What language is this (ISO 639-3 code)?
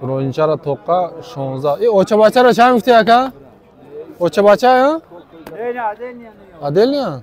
tgk